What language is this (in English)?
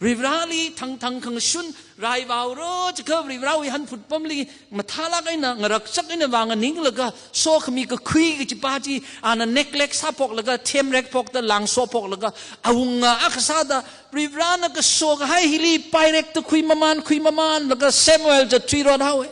Tangkhul Naga (India)